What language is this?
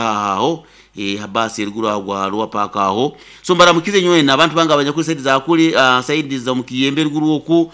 Nyoro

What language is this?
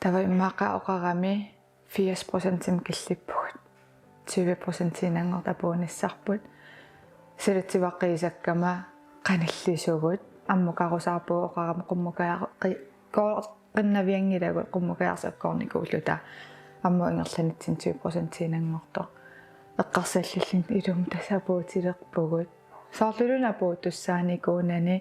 Kalaallisut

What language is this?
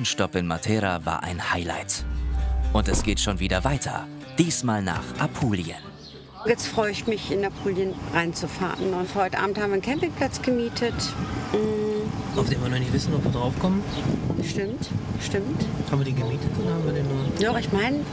German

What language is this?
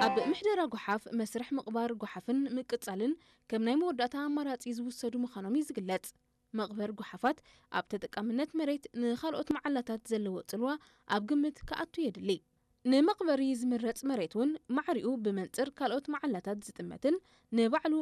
Tigrinya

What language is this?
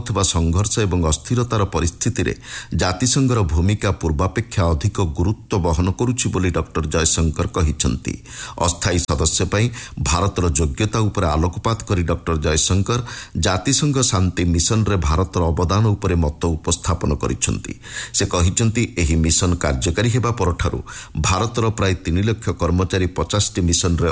Odia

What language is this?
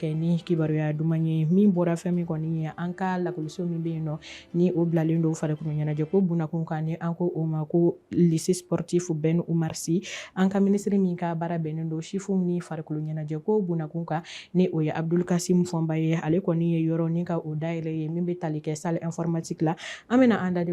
Bambara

